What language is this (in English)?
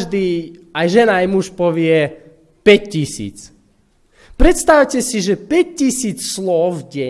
Slovak